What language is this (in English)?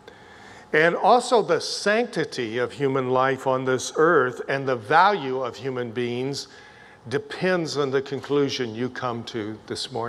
English